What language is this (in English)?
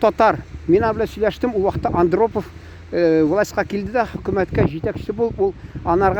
Tatar